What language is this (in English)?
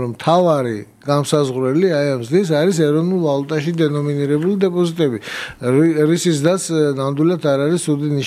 Georgian